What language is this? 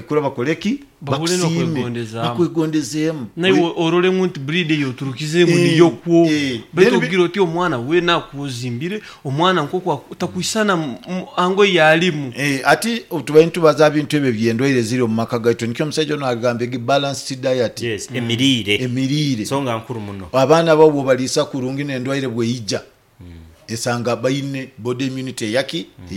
Nyoro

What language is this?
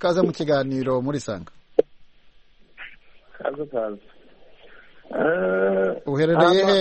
Kinyarwanda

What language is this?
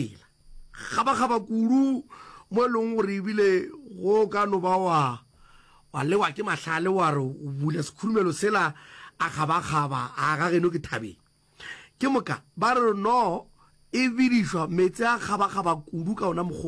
Northern Sotho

